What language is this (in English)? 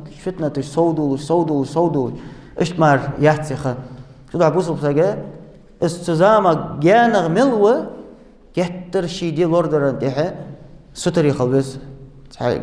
Ingush